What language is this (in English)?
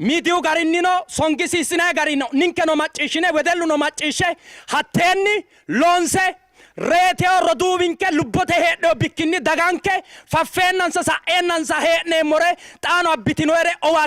Sidamo